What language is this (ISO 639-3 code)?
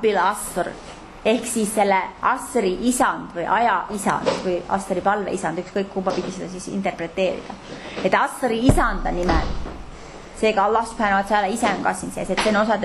est